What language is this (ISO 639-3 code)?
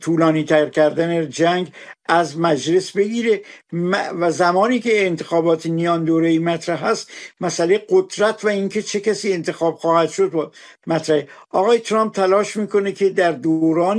fas